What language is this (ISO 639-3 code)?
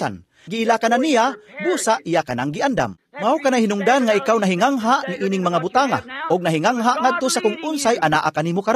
ceb